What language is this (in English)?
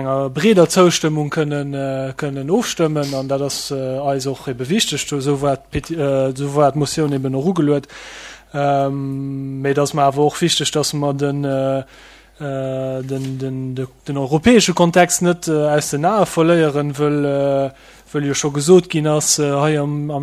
Luxembourgish